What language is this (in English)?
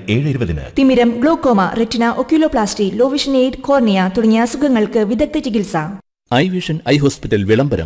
Malayalam